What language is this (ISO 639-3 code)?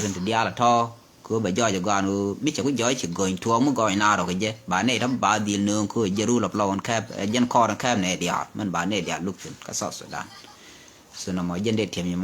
nus